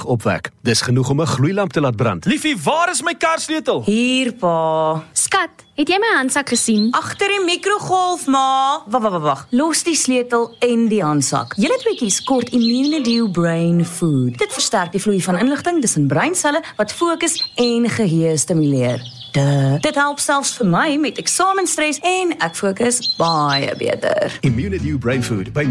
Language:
Afrikaans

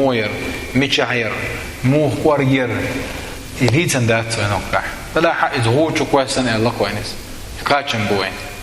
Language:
Chechen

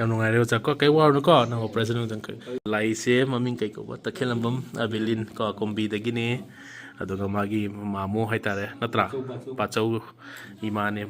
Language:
Manipuri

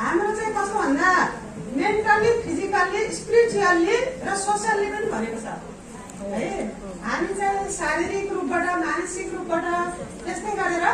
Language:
Nepali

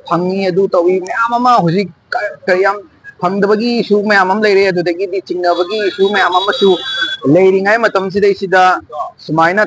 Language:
Manipuri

